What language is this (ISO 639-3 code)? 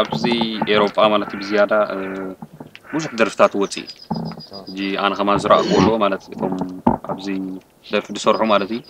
tir